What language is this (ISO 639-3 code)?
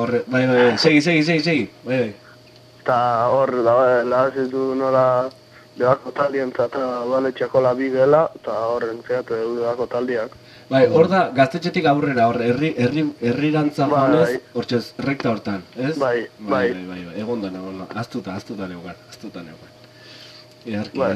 eus